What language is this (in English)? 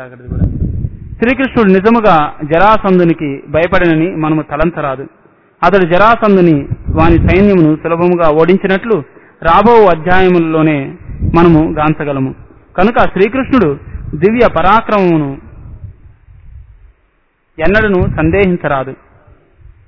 Telugu